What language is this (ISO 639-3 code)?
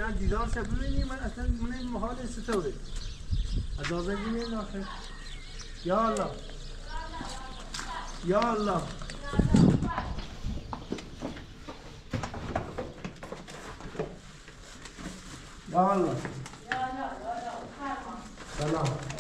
fas